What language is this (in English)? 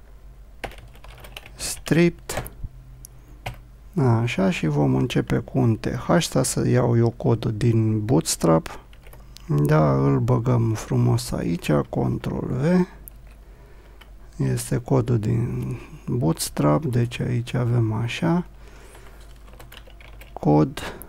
Romanian